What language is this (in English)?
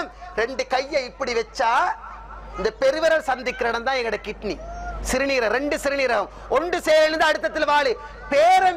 Tamil